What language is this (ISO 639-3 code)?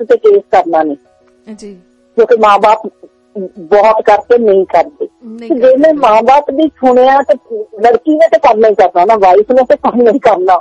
pan